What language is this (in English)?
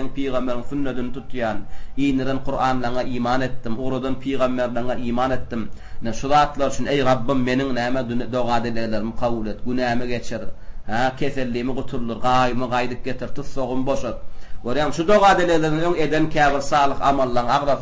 Turkmen